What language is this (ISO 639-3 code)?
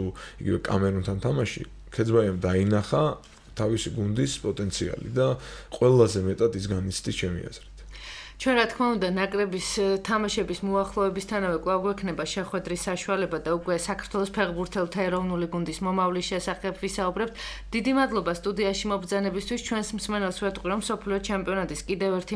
kat